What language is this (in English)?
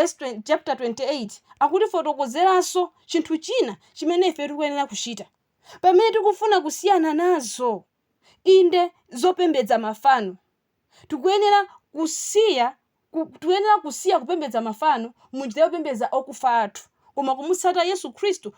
Nyanja